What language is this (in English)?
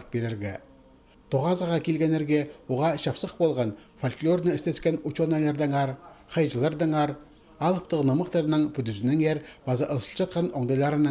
Khakas